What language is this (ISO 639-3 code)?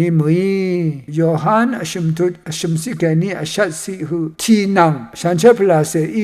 raw